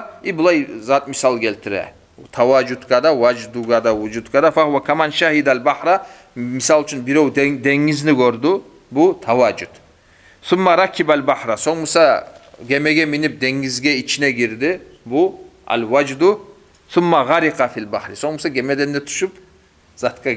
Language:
Kumyk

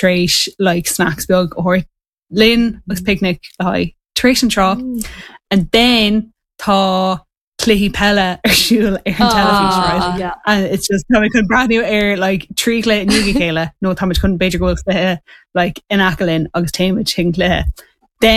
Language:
Irish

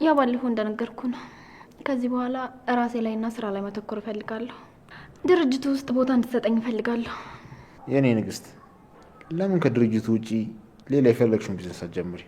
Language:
Amharic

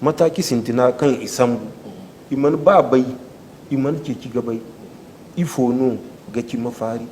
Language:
Zarma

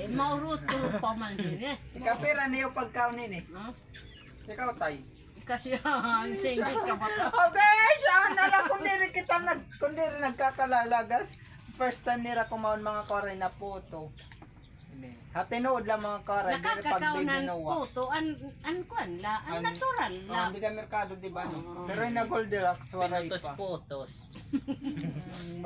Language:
Waray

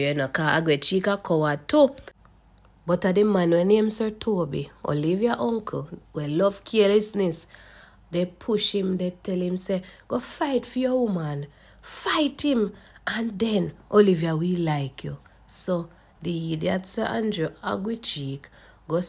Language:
Jamaican Creole English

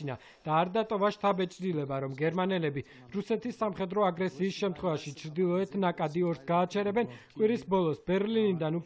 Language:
Georgian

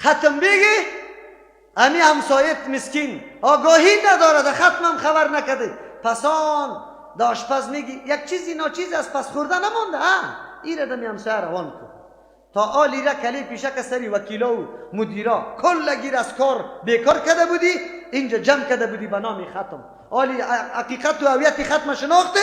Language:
Persian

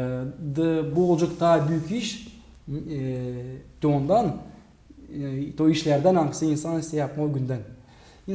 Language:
Gagauz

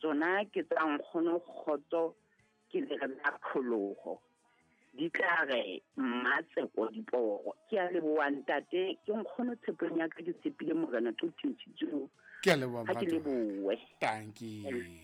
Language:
Southern Sotho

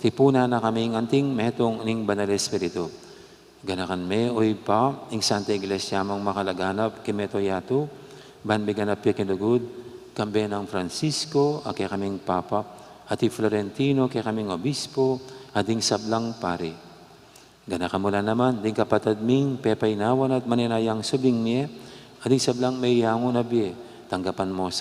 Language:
Pampanga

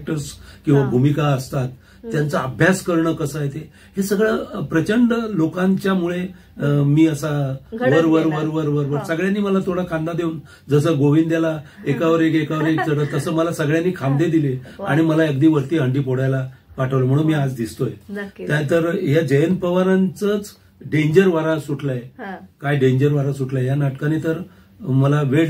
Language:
Marathi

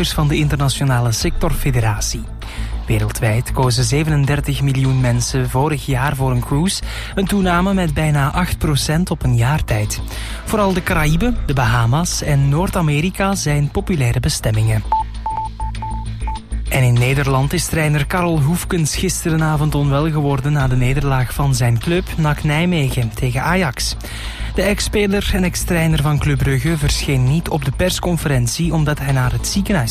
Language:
Dutch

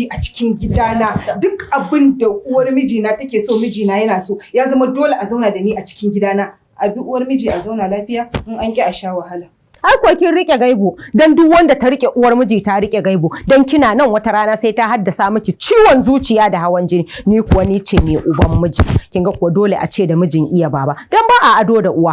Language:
Hausa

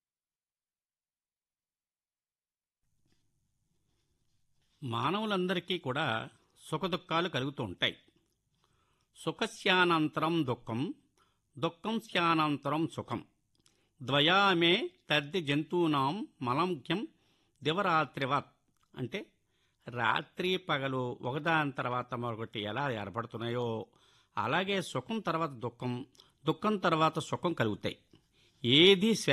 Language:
Telugu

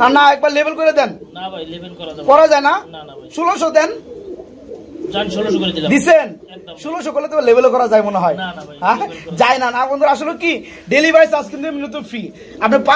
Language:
Bangla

